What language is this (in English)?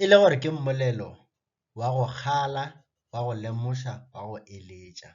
Northern Sotho